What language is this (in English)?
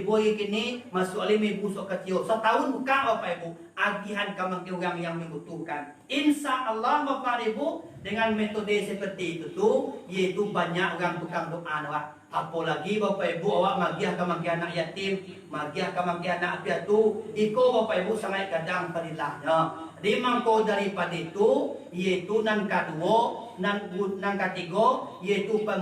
Minangkabau